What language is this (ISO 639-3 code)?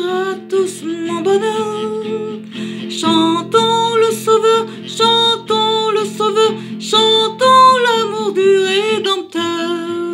fra